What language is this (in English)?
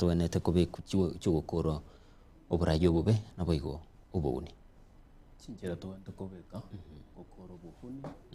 Gusii